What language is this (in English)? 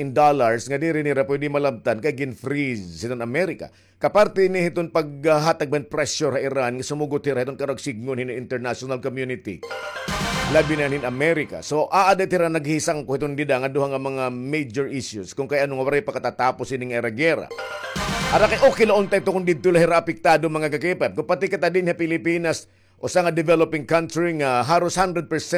Waray